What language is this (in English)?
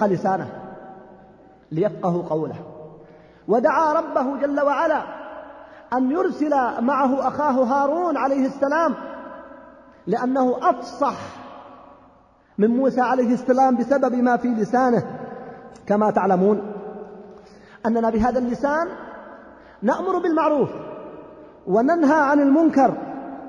Arabic